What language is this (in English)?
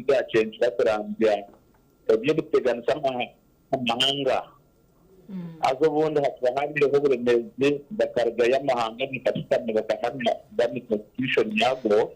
Nyankole